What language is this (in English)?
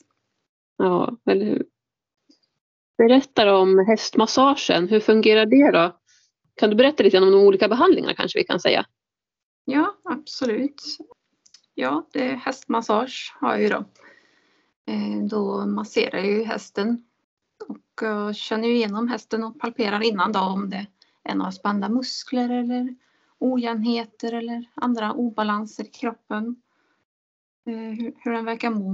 Swedish